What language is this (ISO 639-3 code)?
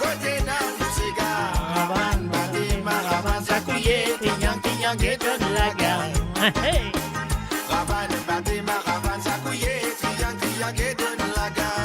mfe